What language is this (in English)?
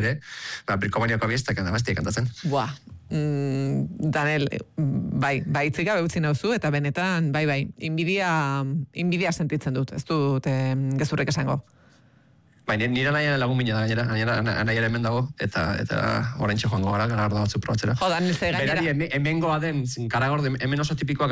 Basque